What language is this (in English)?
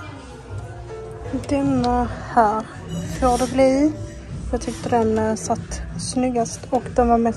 Swedish